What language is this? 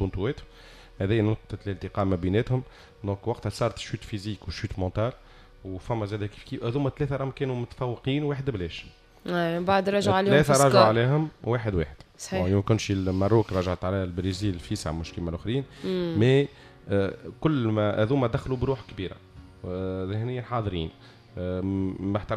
Tunisian Arabic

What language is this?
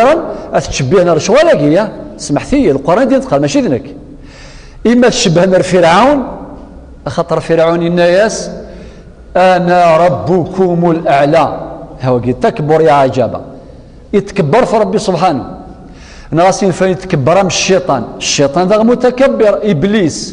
Kabyle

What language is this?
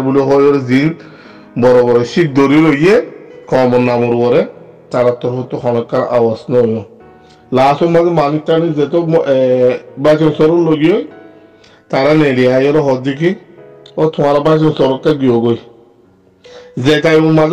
Rohingya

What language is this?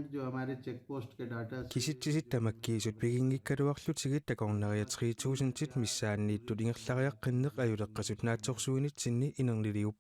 Kalaallisut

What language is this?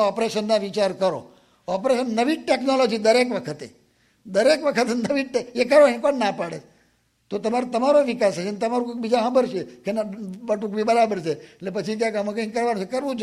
Gujarati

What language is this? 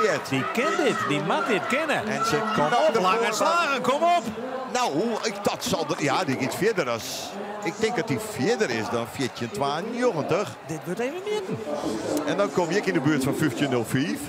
Western Frisian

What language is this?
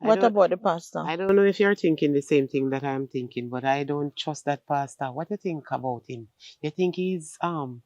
Jamaican Creole English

